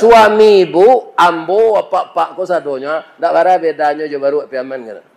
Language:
Minangkabau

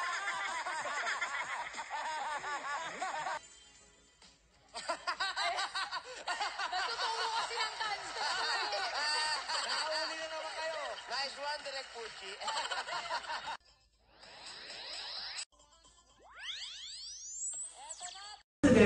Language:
Filipino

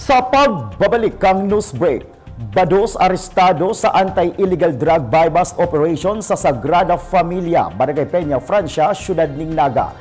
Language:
Bikol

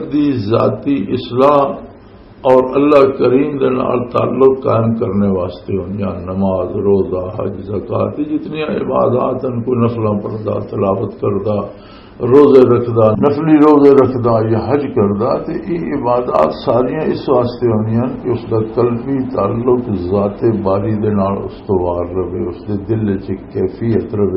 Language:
Western Panjabi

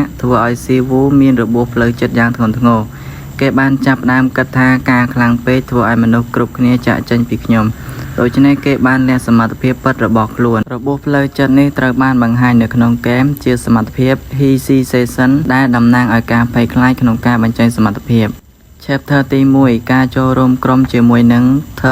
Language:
Khmer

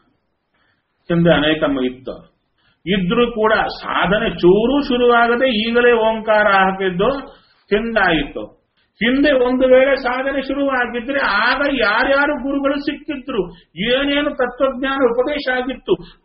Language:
Kannada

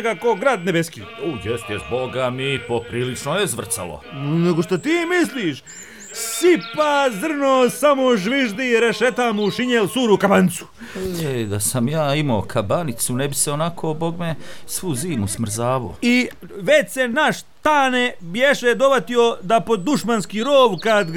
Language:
Serbian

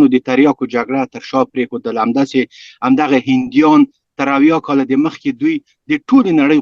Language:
Pashto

